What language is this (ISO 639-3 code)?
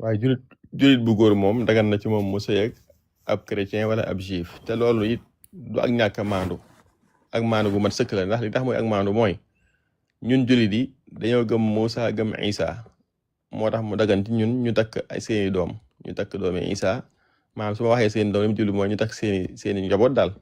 wol